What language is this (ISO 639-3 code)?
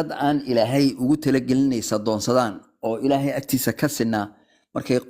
som